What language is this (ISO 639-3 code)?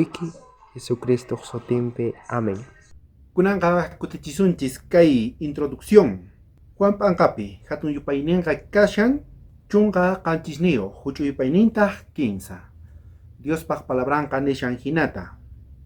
quh